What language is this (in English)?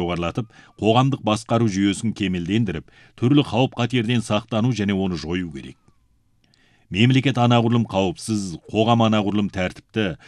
Kazakh